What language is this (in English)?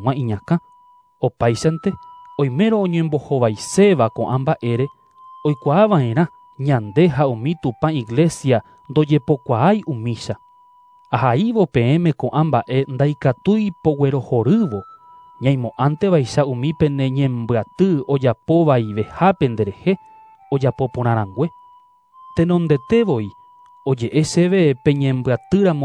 Guarani